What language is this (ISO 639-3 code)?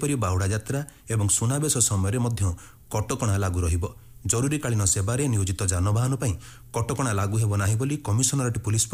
ori